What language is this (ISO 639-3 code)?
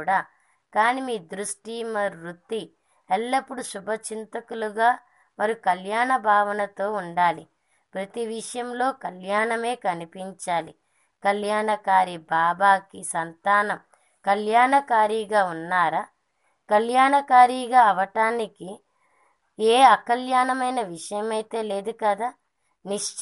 tel